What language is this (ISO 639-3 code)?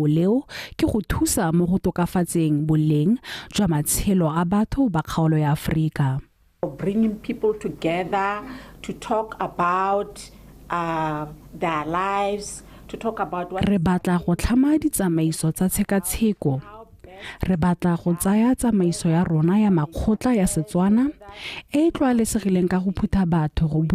tsn